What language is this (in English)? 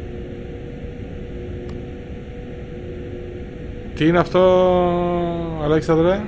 Greek